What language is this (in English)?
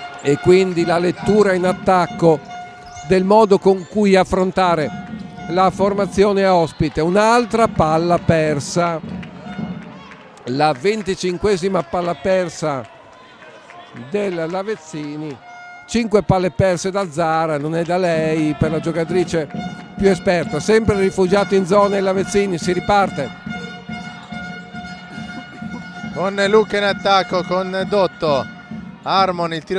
Italian